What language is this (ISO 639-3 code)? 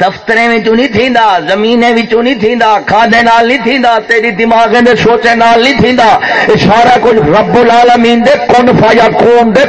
skr